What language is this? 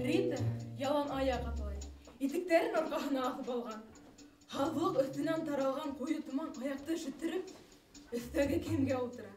Bashkir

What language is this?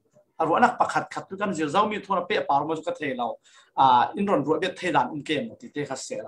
Falam Chin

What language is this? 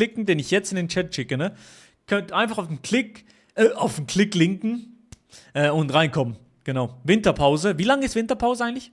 Swiss German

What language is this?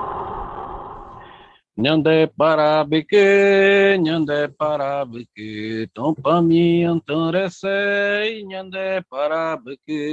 Portuguese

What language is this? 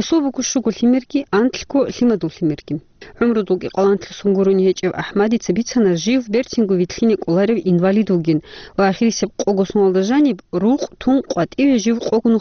Avaric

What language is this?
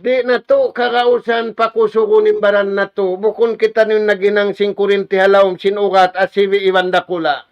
Tausug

